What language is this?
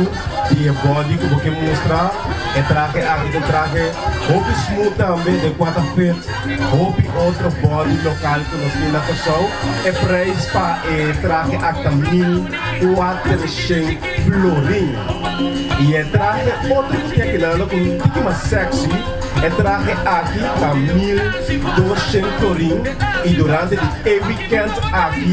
Papiamento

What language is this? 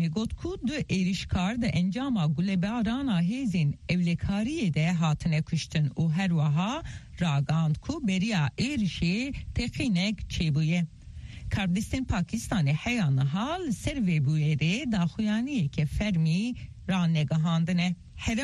Kurdish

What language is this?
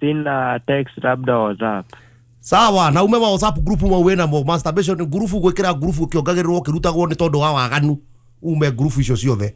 Kikuyu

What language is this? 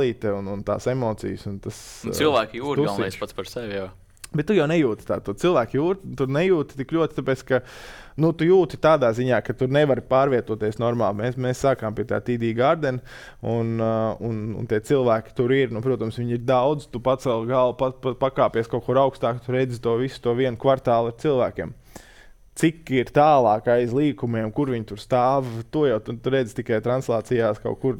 Latvian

